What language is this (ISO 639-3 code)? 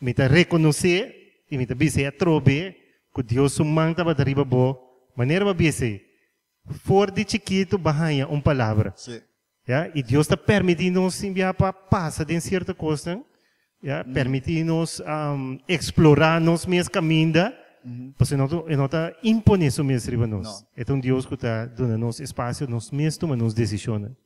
pap